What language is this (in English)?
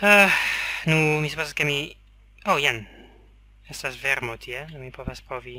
Esperanto